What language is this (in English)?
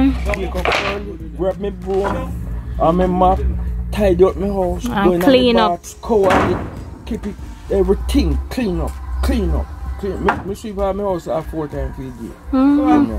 Jamaican Creole English